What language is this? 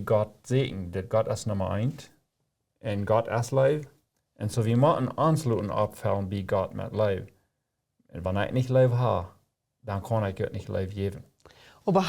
Plautdietsch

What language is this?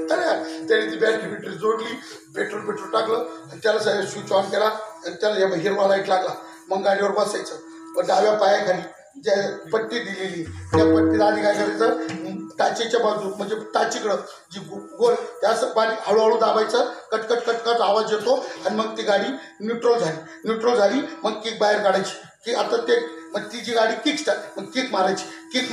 Marathi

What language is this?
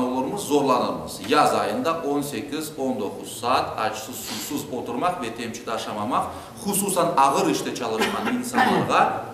Crimean Tatar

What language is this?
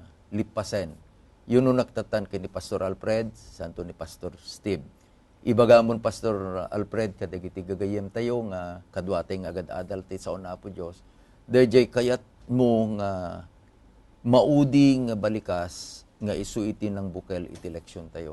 Iloko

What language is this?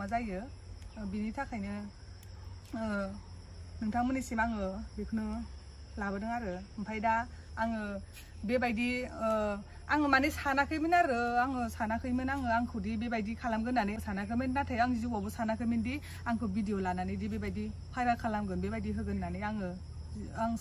Bodo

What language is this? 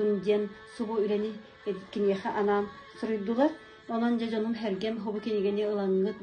Yakut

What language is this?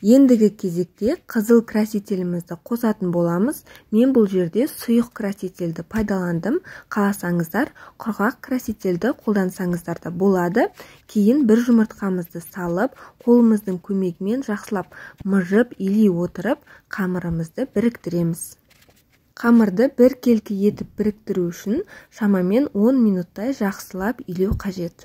Kazakh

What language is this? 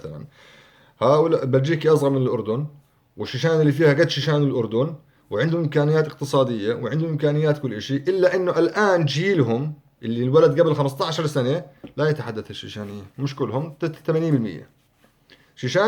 North Levantine Arabic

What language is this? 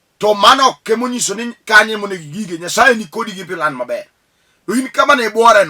Luo (Kenya and Tanzania)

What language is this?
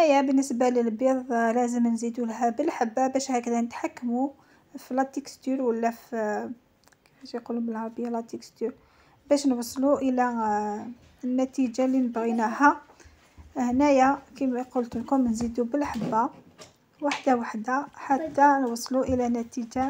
Algerian Arabic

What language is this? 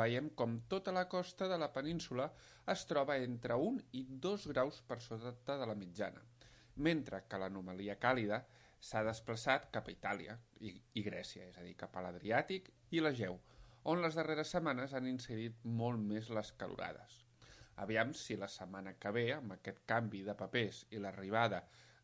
Catalan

